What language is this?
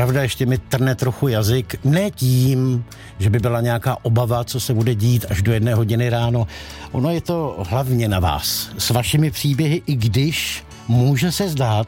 Czech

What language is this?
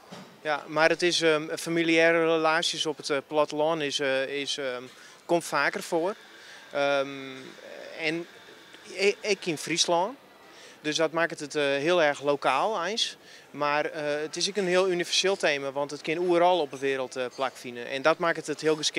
Western Frisian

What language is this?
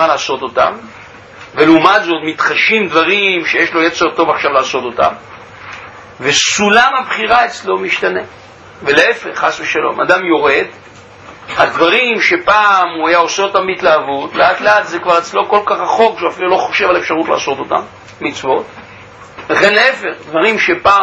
Hebrew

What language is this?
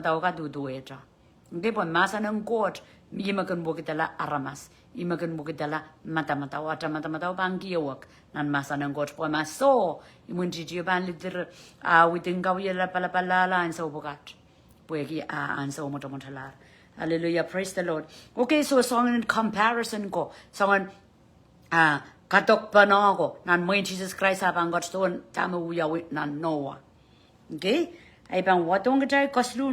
Pohnpeian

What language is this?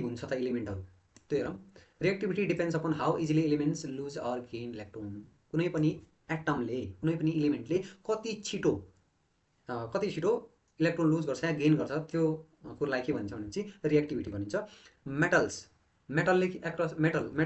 Nepali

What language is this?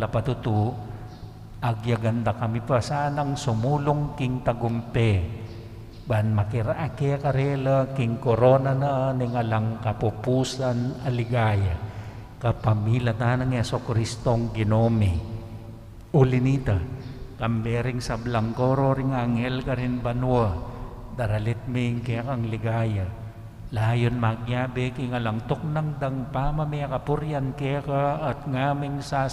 Pampanga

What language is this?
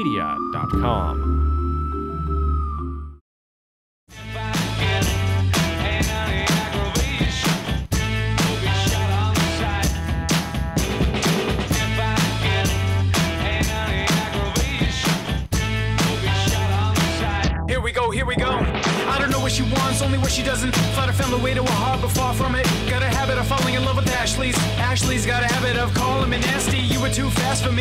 English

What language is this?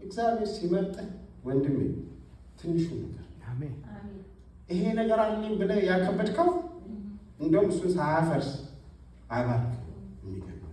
Amharic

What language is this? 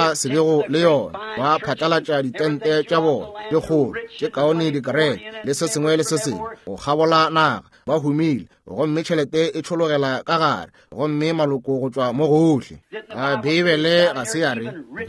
Northern Sotho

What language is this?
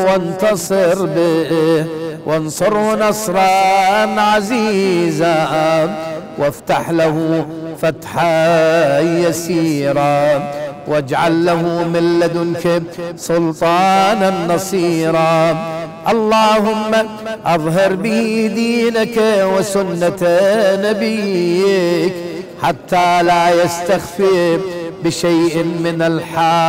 Arabic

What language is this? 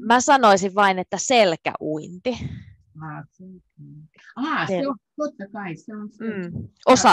Finnish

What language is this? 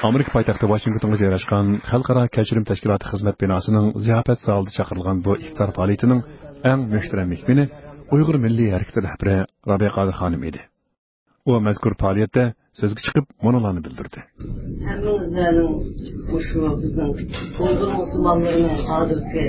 Uyghur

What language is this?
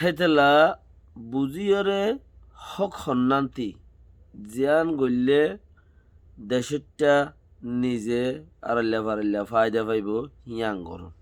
Rohingya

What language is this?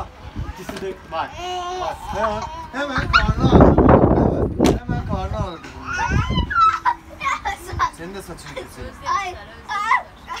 Turkish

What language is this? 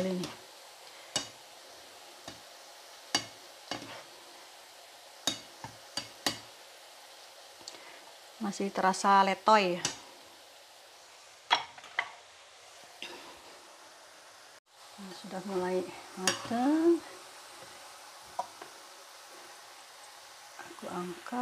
Indonesian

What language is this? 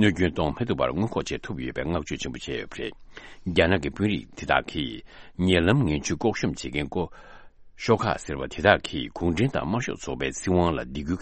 Tibetan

